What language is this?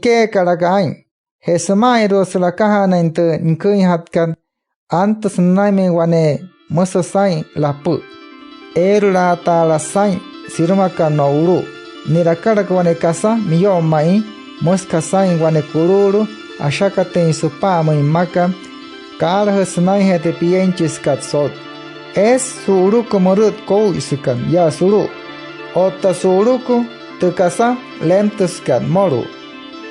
Wayuu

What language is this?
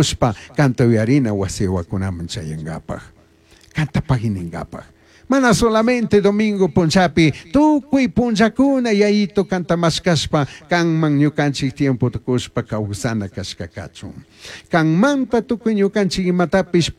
Chimborazo Highland Quichua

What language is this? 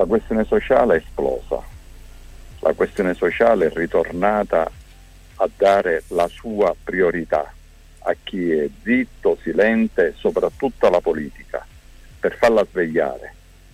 Italian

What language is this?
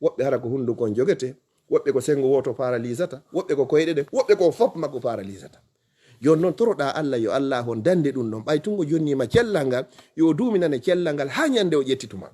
Fula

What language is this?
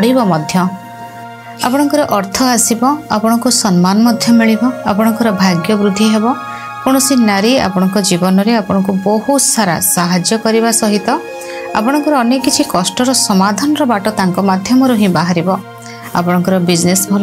Odia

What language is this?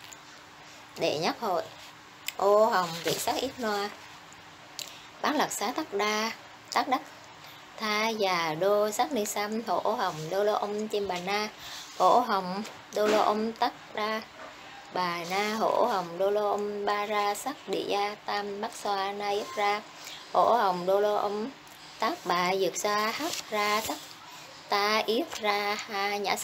Vietnamese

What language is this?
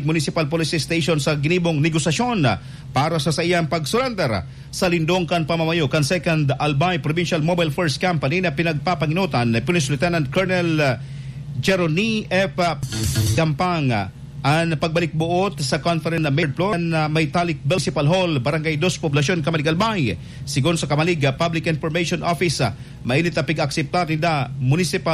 Bikol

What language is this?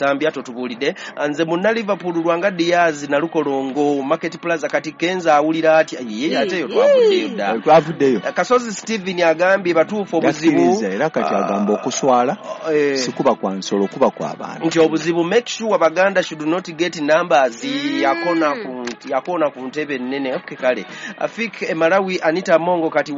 Ganda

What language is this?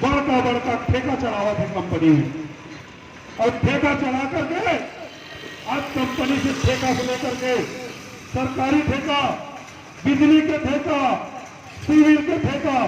Chhattisgarhi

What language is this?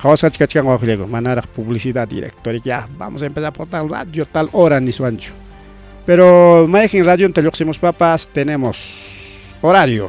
Ayacucho Quechua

